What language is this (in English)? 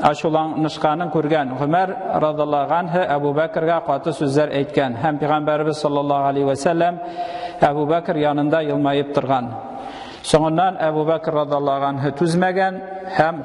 Tatar